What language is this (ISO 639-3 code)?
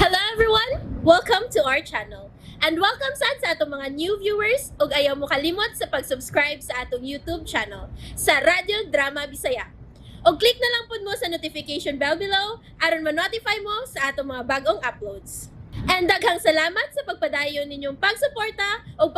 ceb